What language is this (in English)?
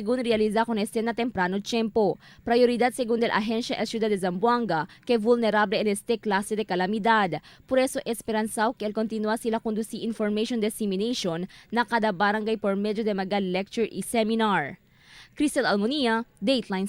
Chavacano